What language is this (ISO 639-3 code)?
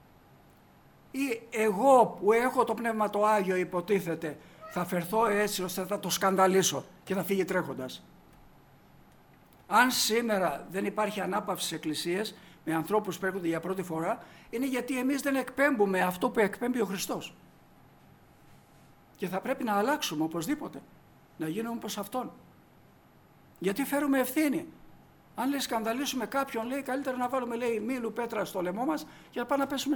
ell